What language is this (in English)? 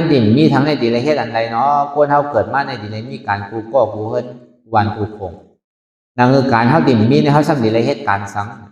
Shan